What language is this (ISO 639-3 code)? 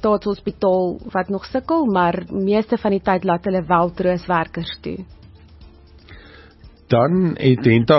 afr